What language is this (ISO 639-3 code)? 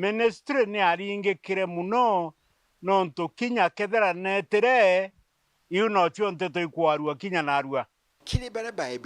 mer